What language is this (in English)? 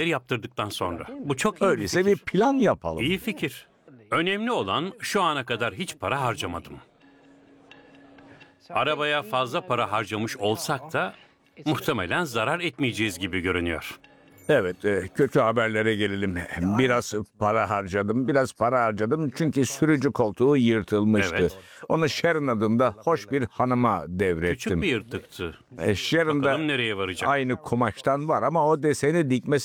Turkish